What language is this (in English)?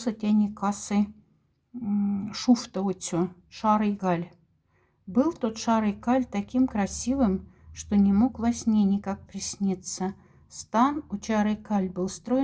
Moksha